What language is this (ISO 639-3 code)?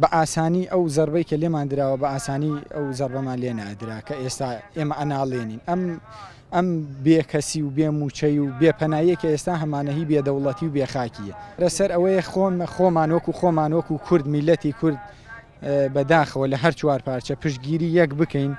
ckb